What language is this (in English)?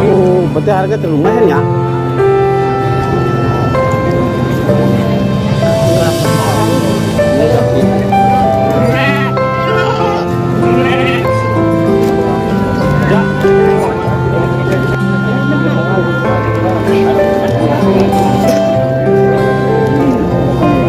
Indonesian